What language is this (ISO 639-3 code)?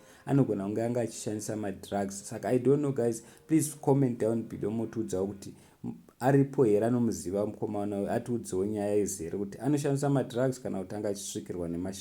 sna